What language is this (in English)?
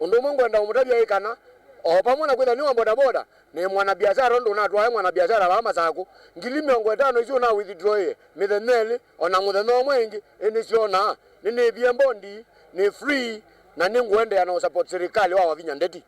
Kamba